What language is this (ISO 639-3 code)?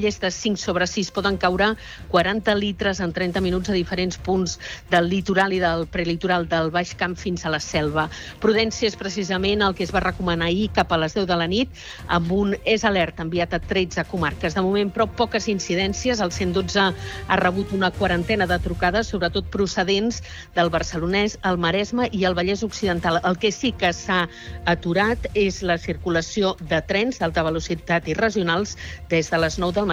cat